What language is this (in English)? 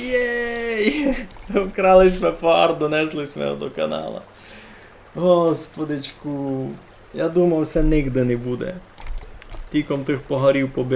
Rusyn